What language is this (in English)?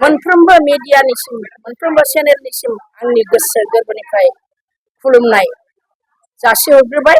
Bodo